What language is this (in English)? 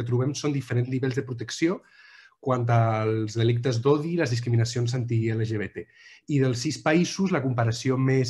Catalan